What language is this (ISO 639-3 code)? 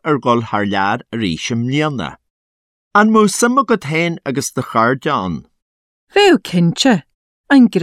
gle